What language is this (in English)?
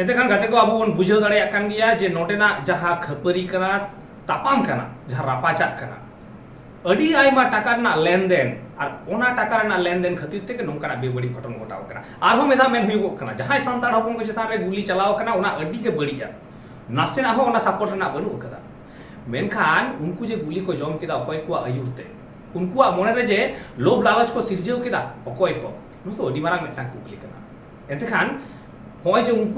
Santali